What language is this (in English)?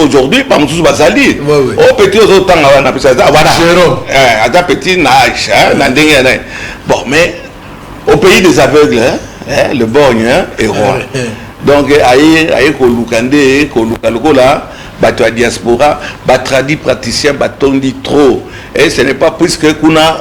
Lingala